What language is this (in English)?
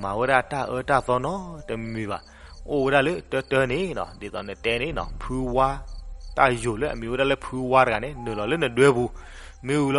S'gaw Karen